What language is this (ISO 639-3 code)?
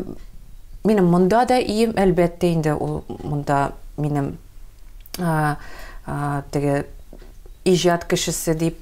tat